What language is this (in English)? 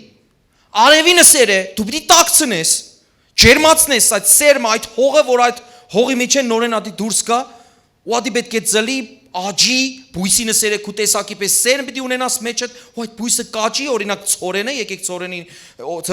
Western Armenian